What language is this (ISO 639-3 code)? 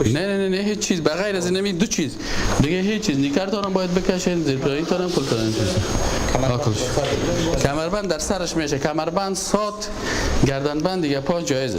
fas